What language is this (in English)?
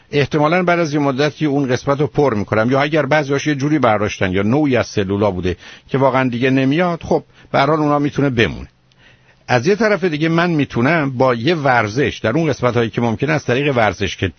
Persian